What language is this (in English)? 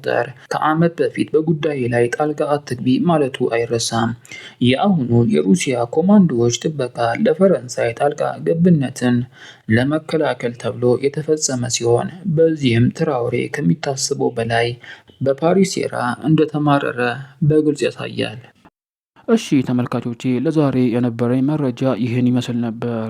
Amharic